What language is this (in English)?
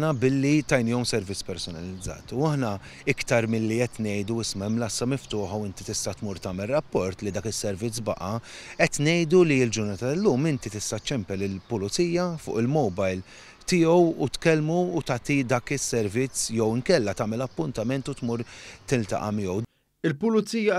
Maltese